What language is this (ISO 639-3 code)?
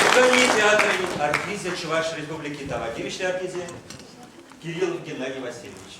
chv